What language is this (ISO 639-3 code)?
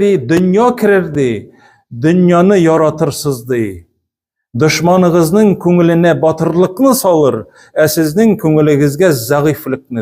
tat